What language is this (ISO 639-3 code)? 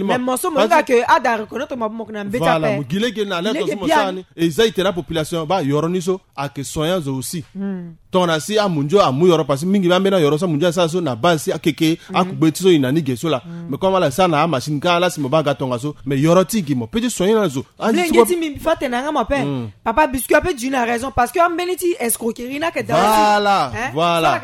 sag